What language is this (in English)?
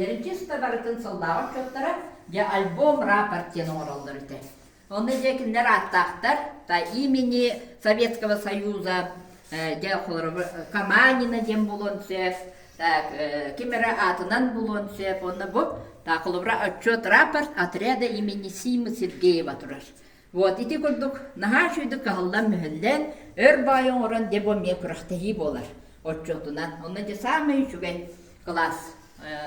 Yakut